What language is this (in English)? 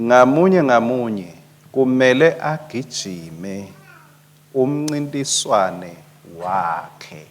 Swati